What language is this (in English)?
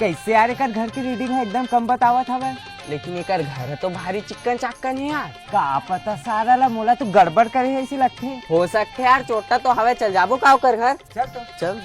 Chhattisgarhi